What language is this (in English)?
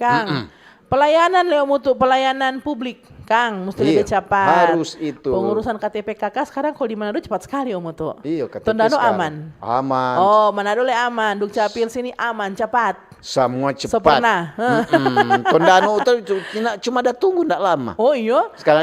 Manado Malay